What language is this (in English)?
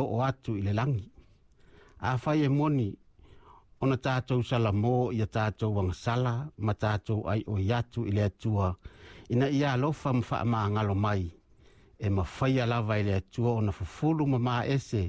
Samoan